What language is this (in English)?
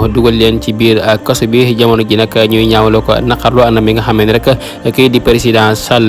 Wolof